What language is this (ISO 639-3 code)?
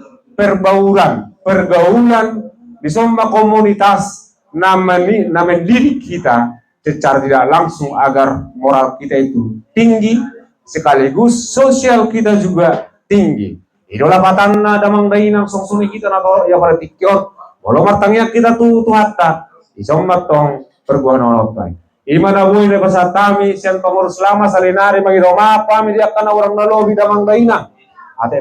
bbc